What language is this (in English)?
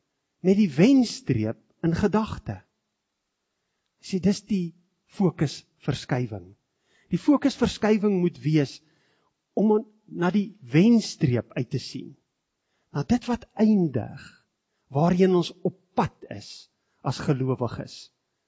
Afrikaans